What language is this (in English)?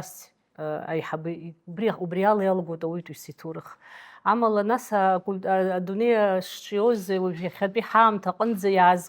Abkhazian